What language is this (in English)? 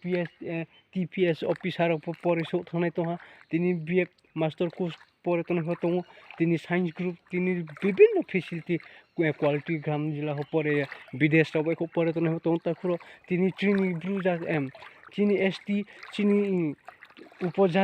Riang (India)